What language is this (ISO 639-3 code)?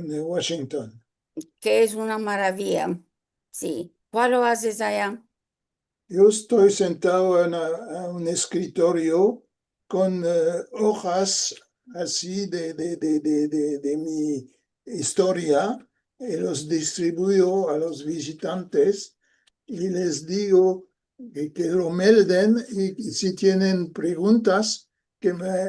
lad